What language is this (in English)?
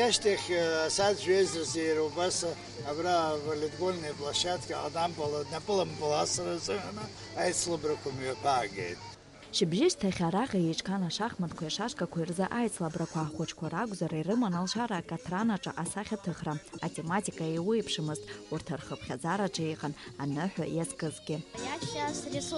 Abkhazian